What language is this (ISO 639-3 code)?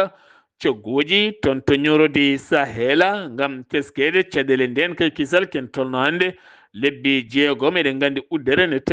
ful